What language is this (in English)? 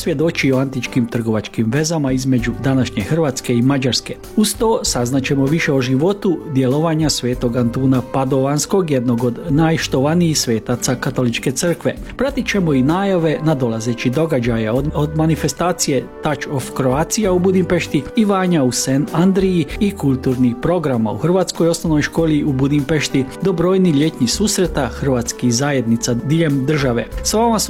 Croatian